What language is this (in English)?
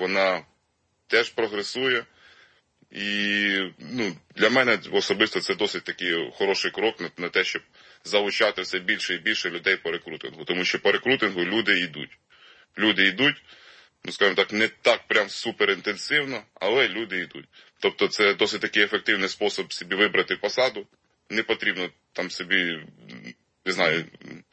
Ukrainian